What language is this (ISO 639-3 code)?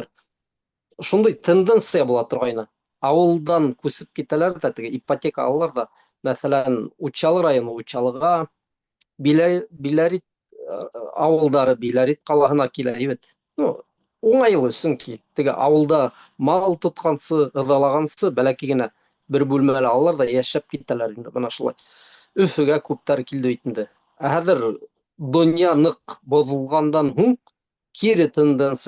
bak